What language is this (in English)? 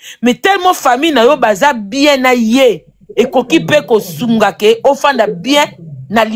Lingala